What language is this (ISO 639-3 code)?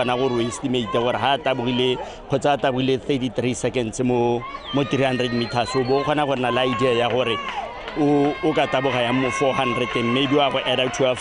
tsn